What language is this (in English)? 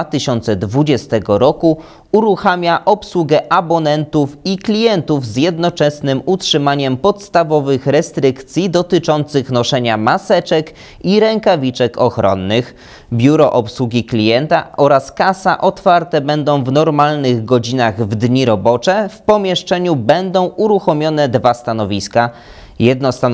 Polish